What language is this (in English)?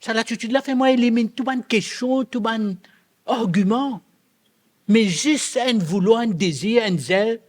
Morisyen